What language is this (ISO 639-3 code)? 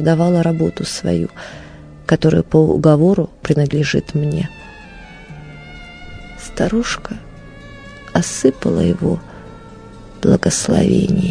rus